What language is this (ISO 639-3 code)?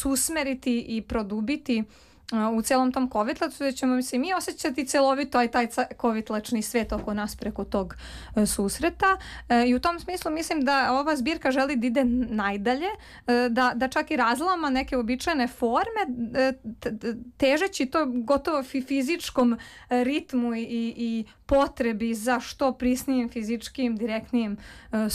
srp